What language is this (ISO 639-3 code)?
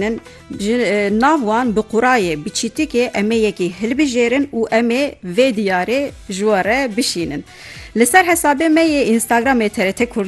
kur